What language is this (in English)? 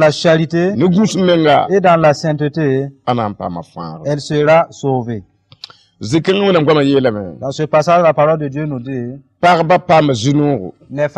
Mossi